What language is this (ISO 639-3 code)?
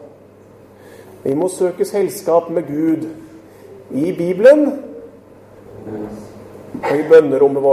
nor